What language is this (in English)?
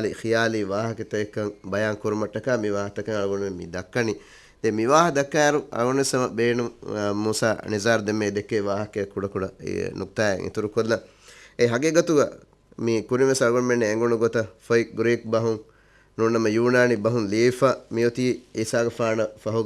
Divehi